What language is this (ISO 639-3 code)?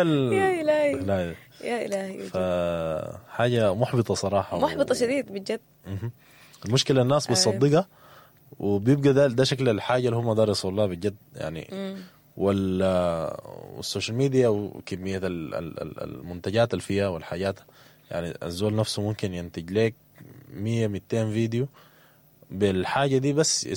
apd